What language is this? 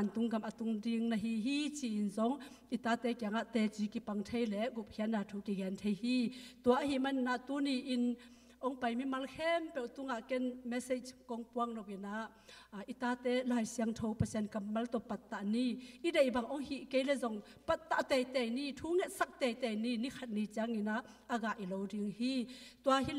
Tedim Chin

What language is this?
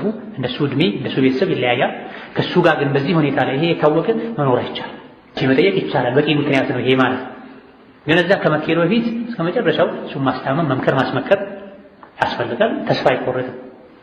Amharic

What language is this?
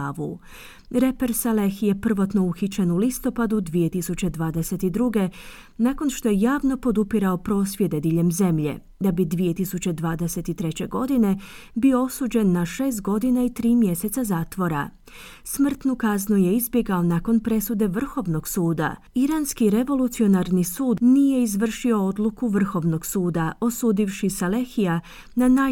Croatian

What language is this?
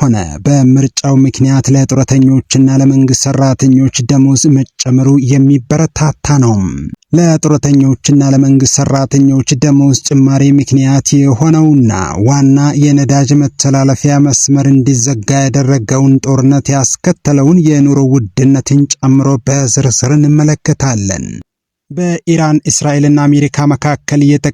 Amharic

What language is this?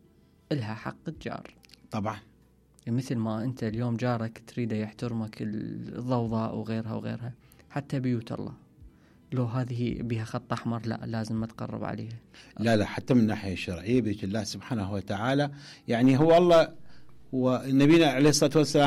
Mesopotamian Arabic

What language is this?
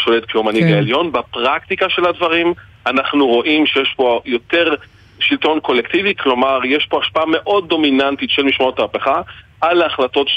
Hebrew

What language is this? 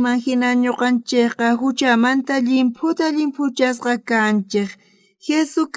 South Bolivian Quechua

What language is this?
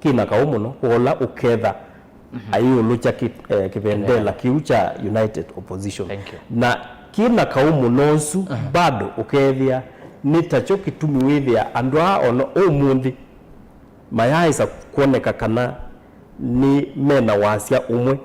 Kamba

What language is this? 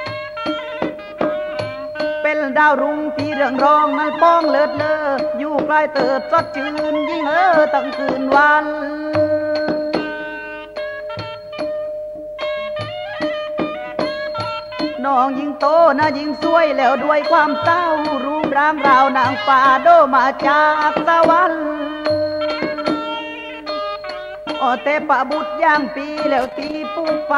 Thai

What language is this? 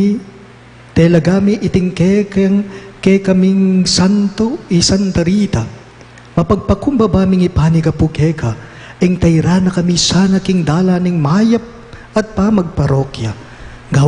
Pampanga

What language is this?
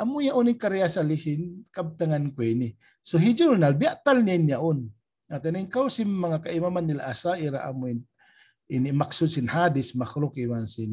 Tausug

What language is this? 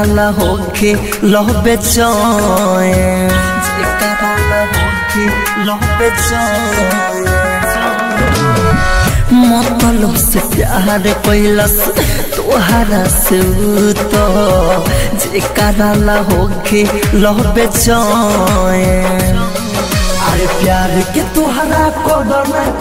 Bhojpuri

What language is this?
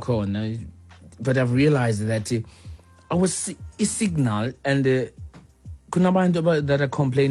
Xhosa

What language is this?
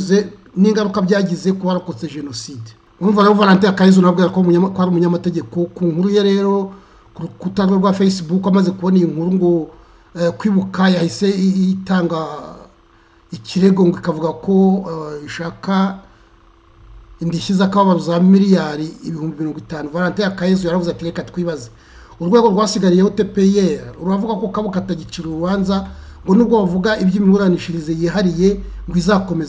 Kinyarwanda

